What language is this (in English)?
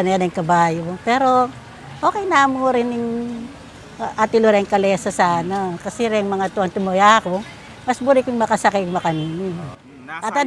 Pampanga